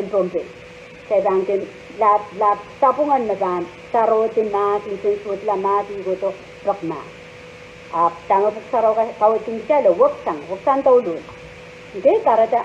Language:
Pohnpeian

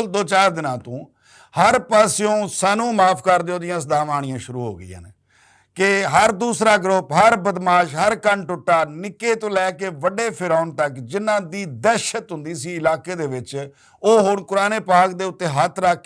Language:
Western Panjabi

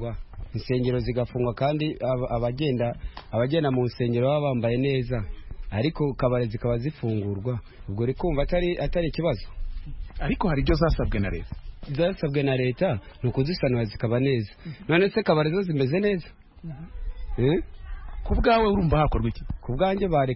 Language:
Kinyarwanda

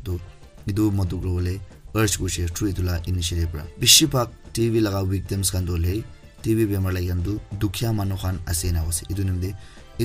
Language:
Naga Pidgin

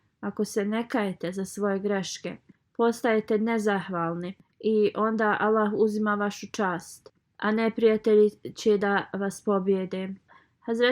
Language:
Bosnian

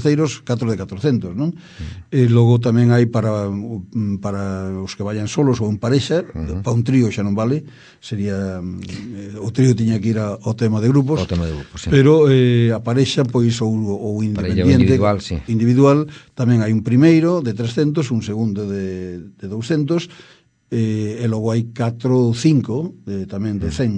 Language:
Galician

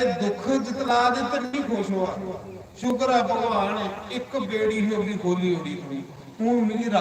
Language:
Dogri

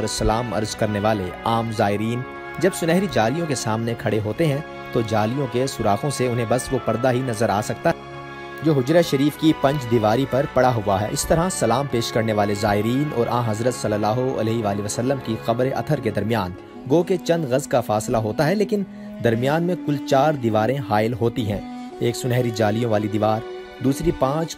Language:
Urdu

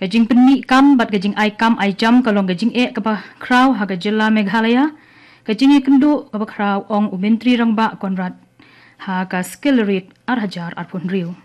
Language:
Khasi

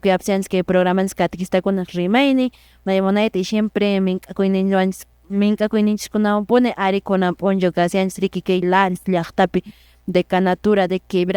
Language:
Quechua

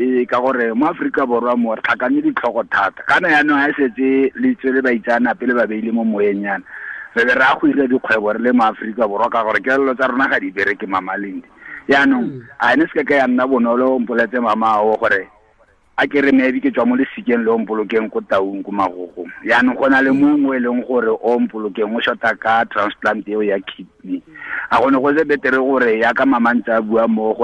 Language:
Tswana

